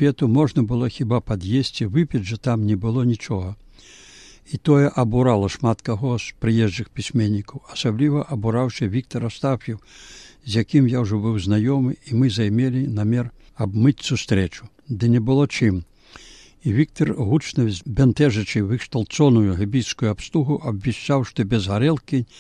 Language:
Belarusian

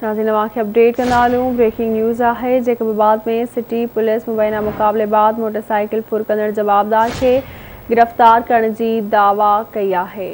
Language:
Sindhi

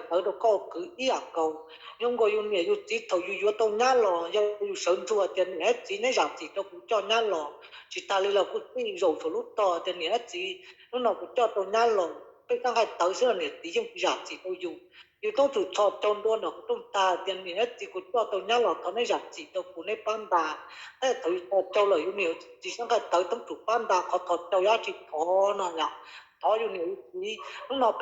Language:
Hmong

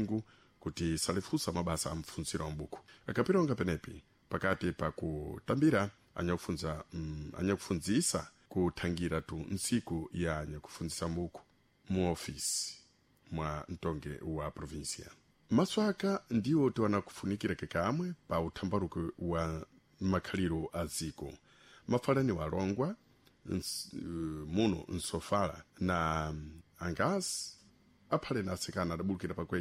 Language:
Sena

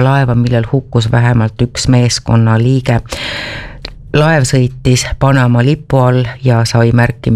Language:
Estonian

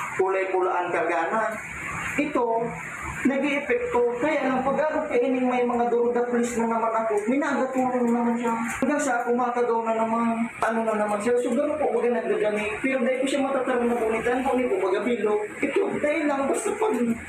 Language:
Bikol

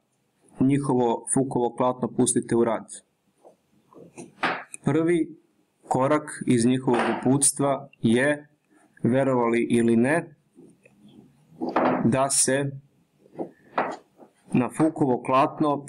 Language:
Serbian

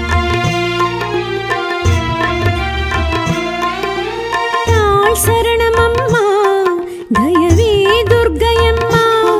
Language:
Tamil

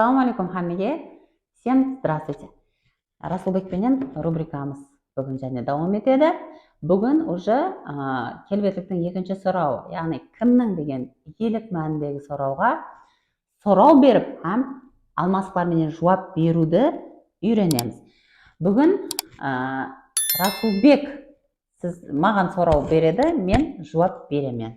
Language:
Kara-Kalpak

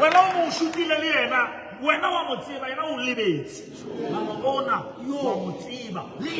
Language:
Southern Sotho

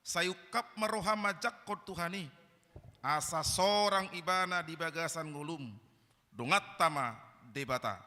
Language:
Batak Toba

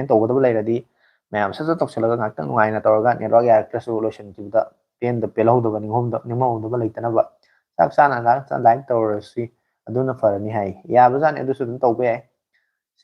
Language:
Manipuri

